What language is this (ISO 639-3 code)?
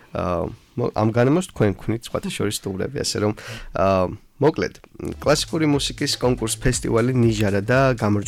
kat